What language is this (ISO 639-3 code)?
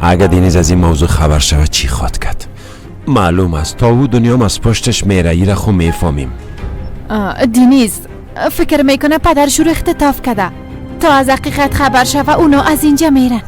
fas